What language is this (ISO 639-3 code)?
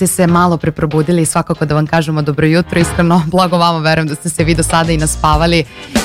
srp